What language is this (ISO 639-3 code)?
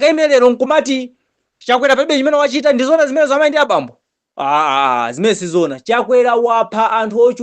nya